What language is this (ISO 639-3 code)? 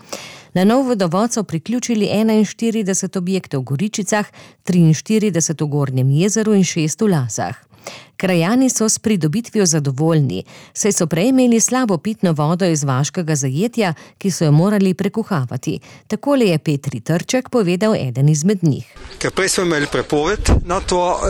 slv